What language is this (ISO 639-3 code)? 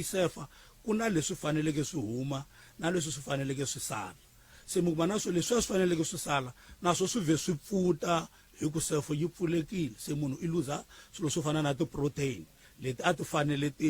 tso